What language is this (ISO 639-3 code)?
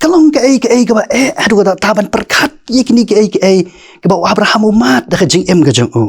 kha